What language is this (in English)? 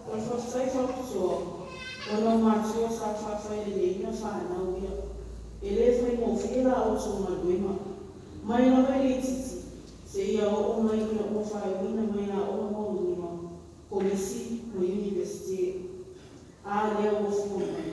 Samoan